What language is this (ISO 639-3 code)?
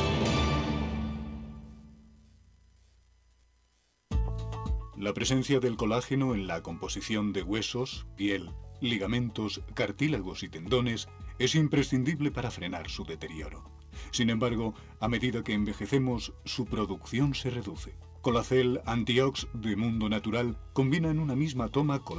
spa